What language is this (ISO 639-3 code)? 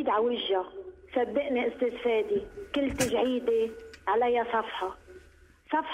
apc